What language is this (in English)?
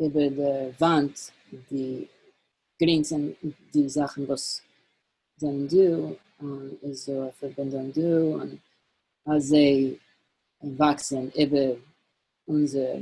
Yiddish